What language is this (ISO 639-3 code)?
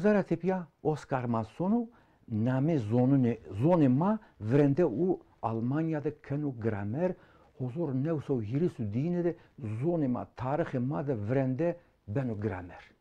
zza